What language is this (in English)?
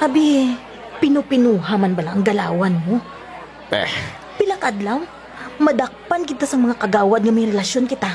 Hiligaynon